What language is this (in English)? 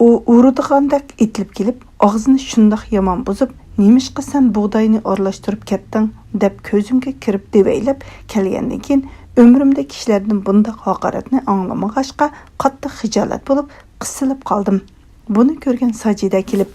Uyghur